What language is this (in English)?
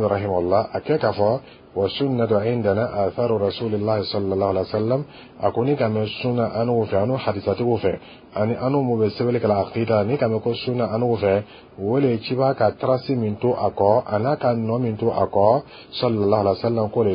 Dyula